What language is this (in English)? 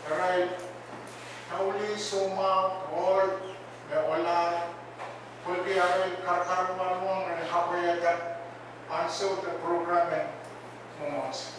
Pohnpeian